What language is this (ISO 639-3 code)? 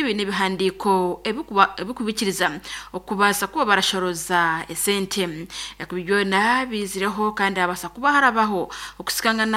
nyn